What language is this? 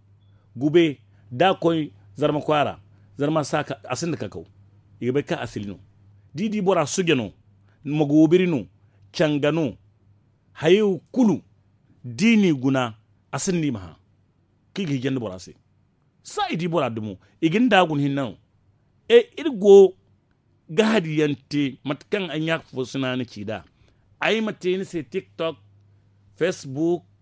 Zarma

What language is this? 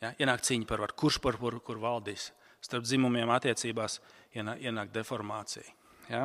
Latvian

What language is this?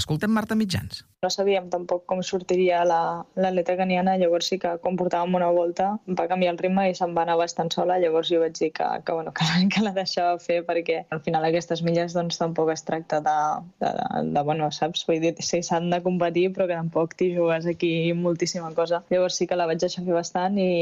Catalan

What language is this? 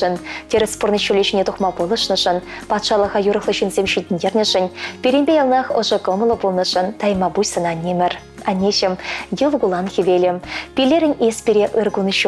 Chuvash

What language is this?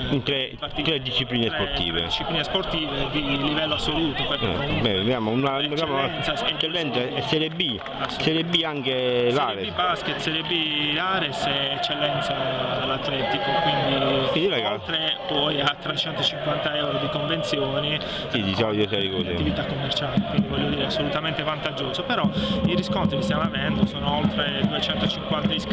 Italian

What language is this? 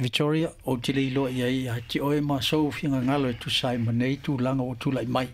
Samoan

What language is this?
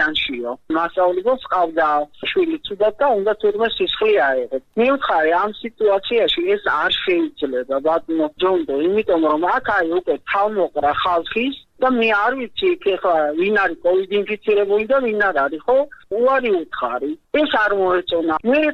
Georgian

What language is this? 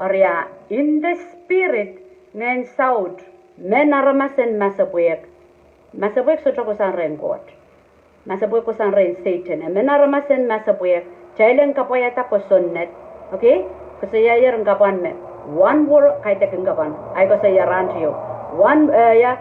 Pohnpeian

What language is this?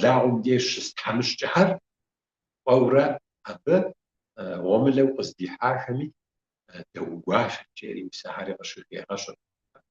Kabardian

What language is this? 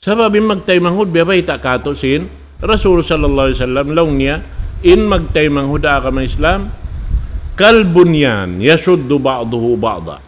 Tausug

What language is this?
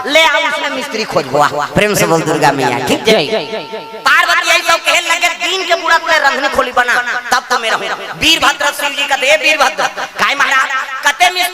Chhattisgarhi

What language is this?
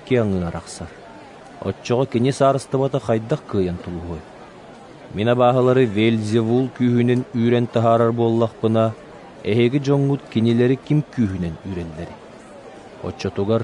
Yakut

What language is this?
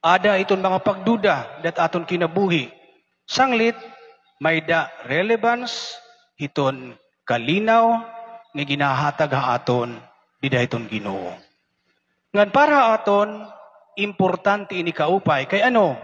Waray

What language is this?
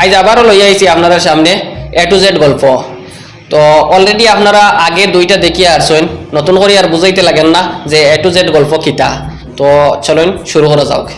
Sylheti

